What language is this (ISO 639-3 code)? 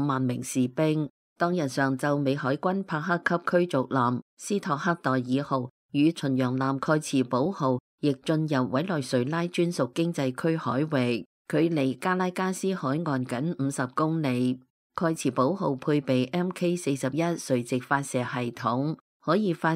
yue